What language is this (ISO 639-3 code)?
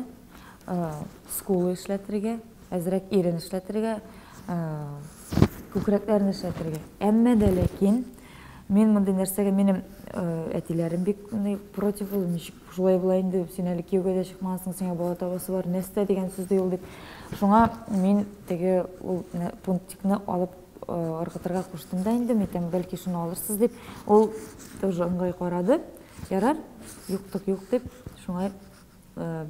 tat